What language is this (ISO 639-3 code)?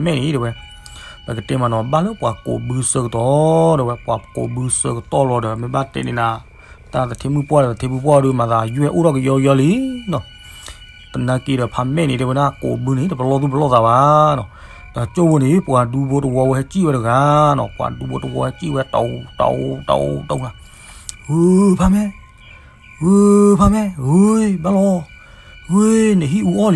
ksw